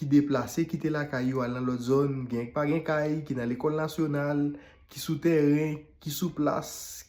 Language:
Haitian Creole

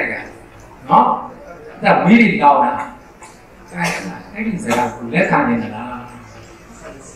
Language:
Burmese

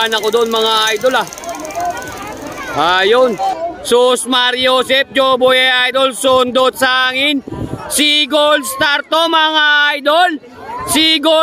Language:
Filipino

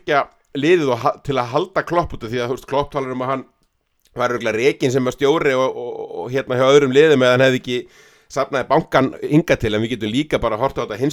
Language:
Icelandic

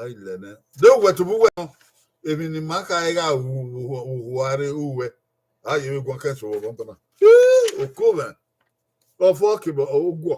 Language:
Bini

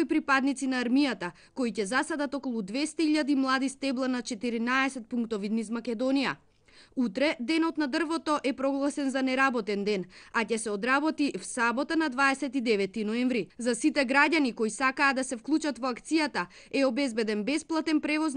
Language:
Macedonian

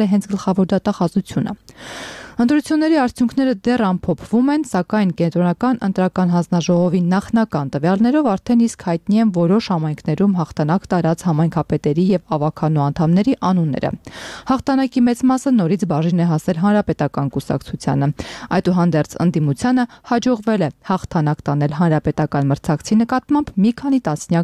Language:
Armenian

